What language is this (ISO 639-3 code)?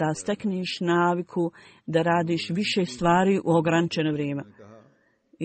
bos